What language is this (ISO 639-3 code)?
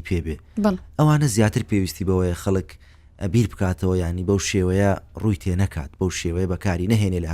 ckb